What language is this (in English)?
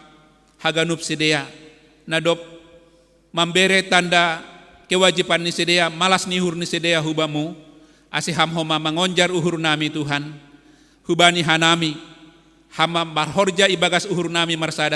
Batak Simalungun